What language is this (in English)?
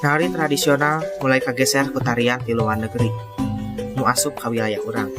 Sundanese